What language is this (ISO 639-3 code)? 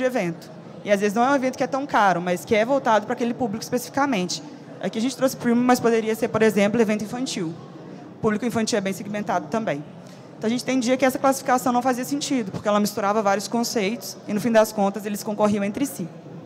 por